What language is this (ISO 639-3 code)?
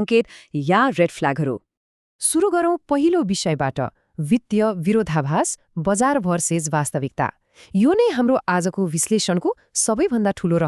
nep